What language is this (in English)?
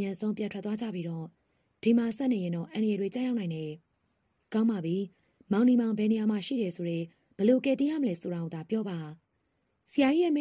Burmese